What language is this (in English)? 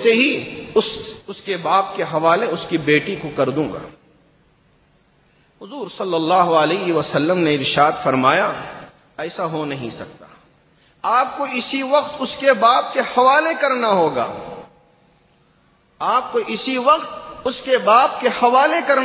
Urdu